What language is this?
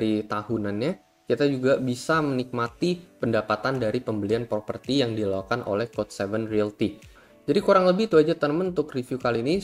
Indonesian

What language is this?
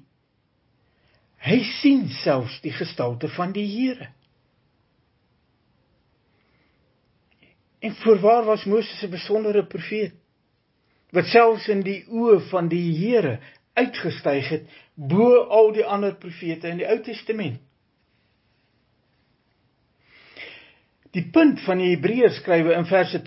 Afrikaans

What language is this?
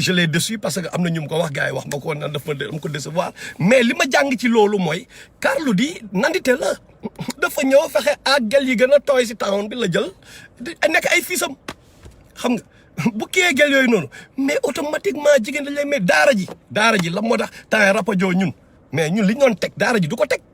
Wolof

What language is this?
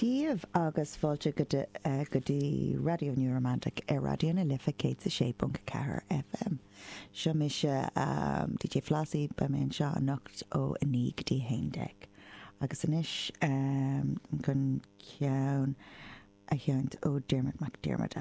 Irish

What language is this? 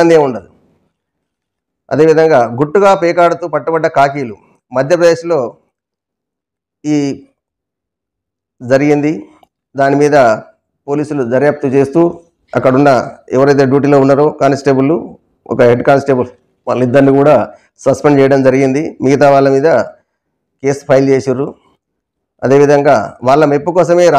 Telugu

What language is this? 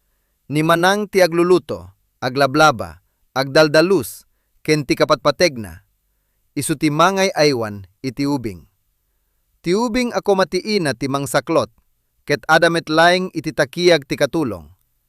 Iloko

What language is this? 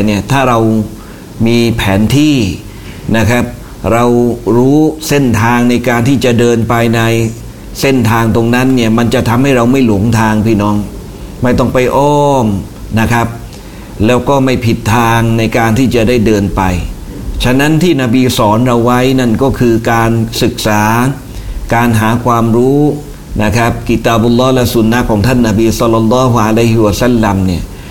Thai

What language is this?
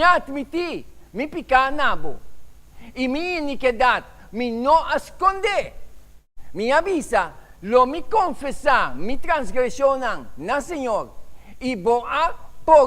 Papiamento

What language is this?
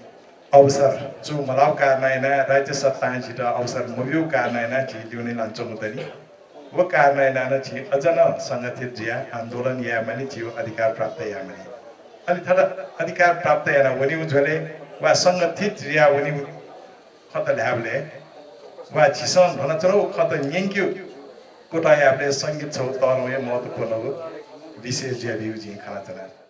Newari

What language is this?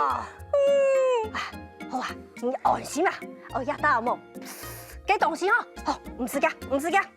Hakka Chinese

